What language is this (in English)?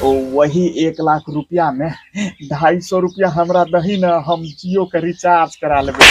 Angika